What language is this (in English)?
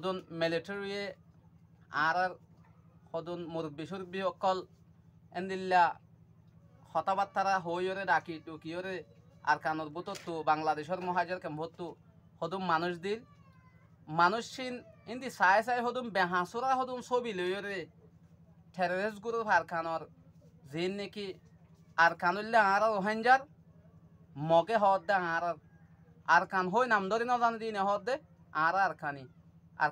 Rohingya